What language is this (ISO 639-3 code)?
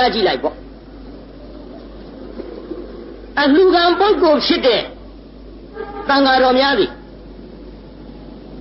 mya